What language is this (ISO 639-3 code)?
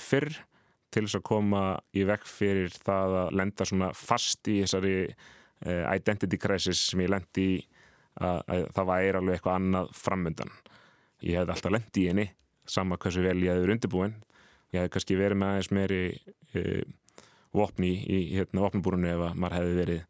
isl